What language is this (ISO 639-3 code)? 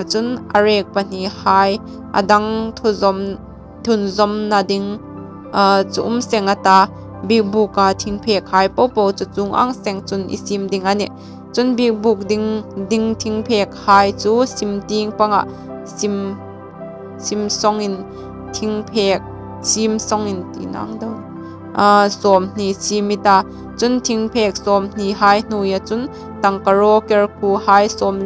hmr